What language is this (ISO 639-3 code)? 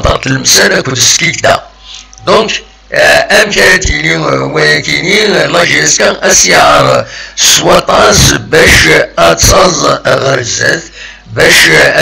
kab